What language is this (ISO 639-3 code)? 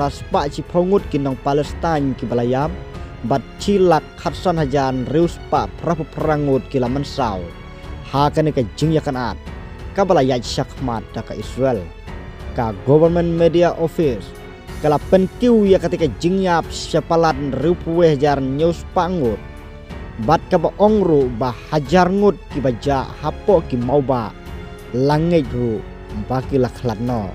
kha